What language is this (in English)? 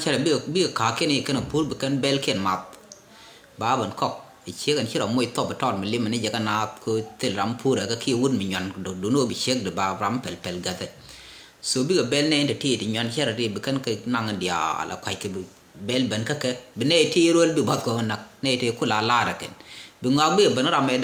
Nuer